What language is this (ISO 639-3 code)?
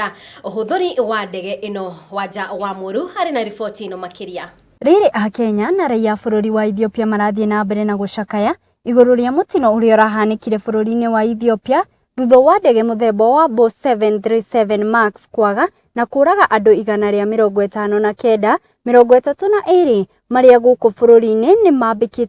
kik